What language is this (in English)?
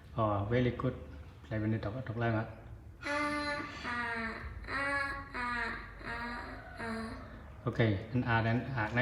Zhuang